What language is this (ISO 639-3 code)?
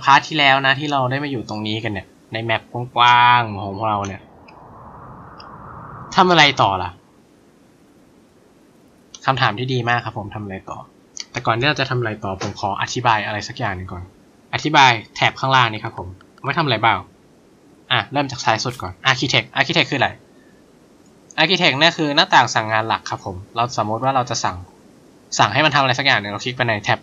tha